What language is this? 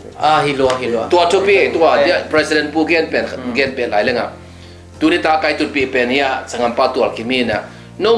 Tedim Chin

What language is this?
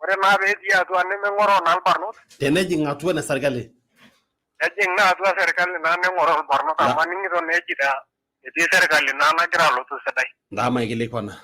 Masai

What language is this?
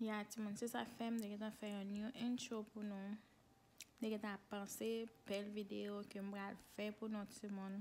Haitian Creole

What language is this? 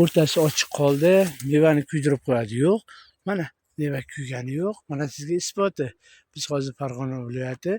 Uzbek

